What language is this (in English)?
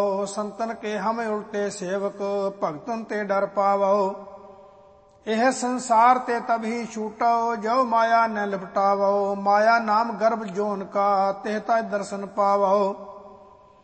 Punjabi